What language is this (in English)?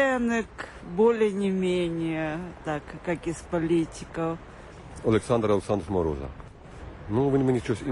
Ukrainian